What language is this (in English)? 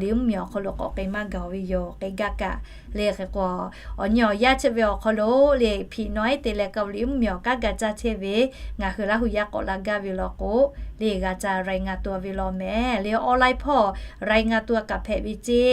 Lahu